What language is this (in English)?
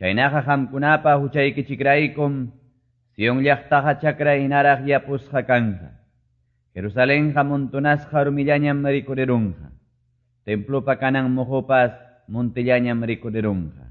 Quechua